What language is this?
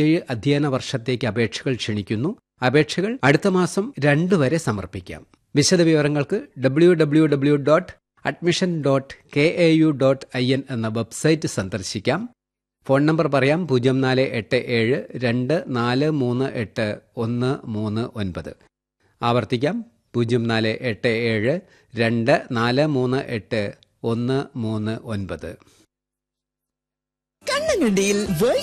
Malayalam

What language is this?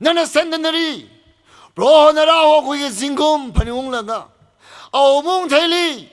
Tangkhul Naga (India)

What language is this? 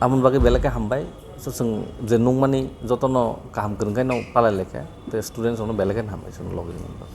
Kok Borok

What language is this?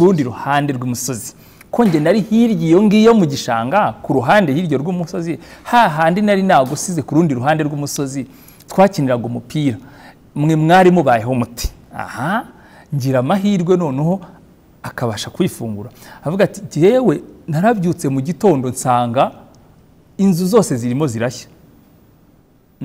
Kinyarwanda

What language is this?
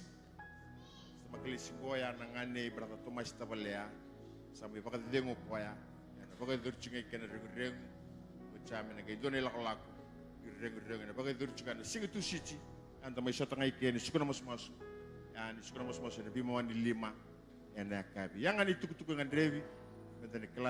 Fijian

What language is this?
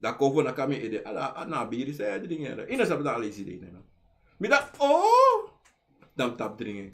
Sranan Tongo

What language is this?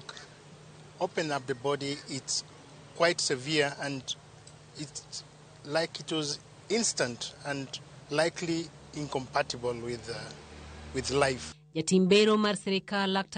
Luo (Kenya and Tanzania)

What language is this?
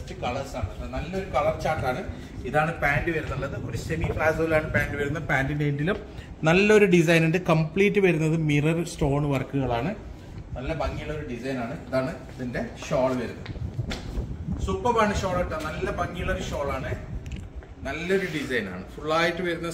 Malayalam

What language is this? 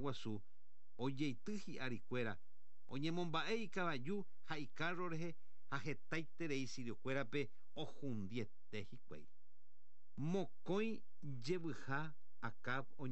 Guarani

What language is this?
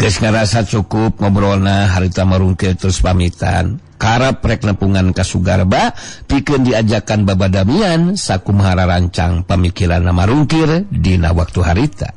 Sundanese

